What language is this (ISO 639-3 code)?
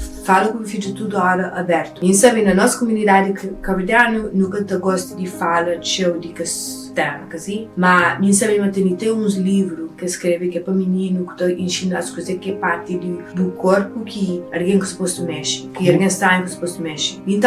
kea